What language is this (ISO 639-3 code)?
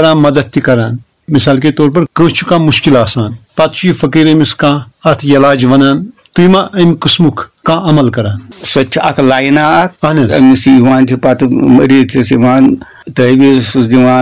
kas